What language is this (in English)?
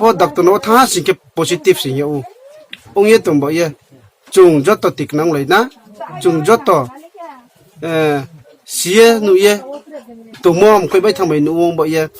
Riang (India)